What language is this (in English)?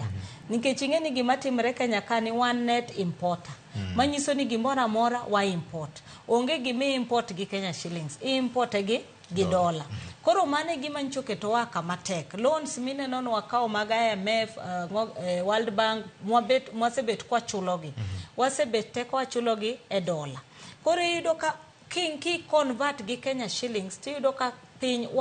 Luo (Kenya and Tanzania)